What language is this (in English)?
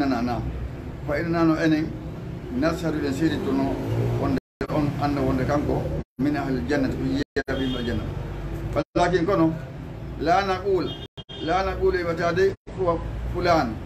Fula